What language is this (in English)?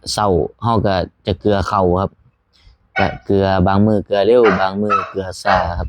Northeastern Thai